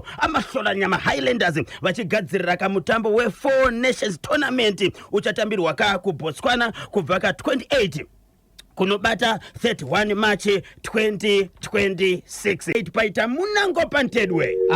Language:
Shona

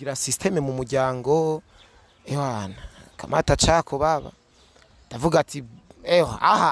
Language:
Rundi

